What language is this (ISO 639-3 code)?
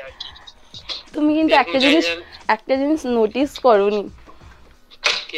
ben